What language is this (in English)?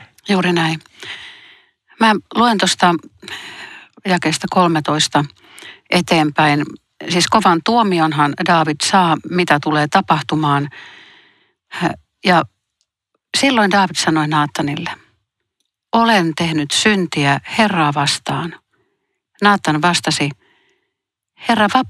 Finnish